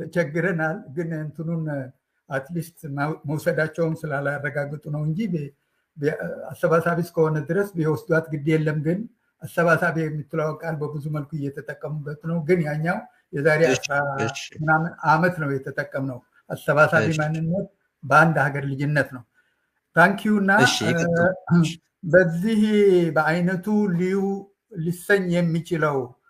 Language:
Amharic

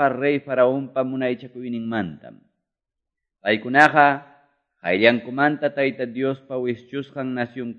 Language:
Quechua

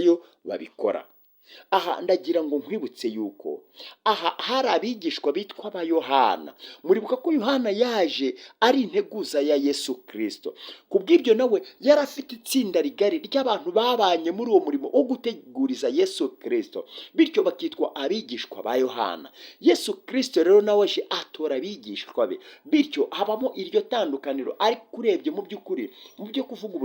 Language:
Kinyarwanda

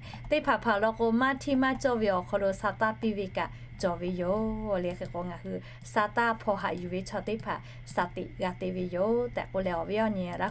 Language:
Lahu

